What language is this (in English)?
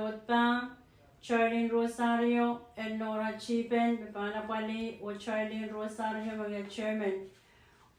Pohnpeian